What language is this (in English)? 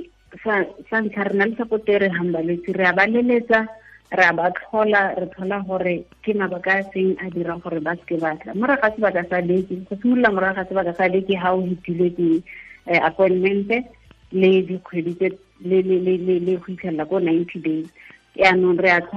Tswana